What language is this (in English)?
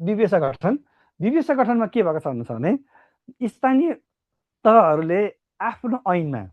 Nepali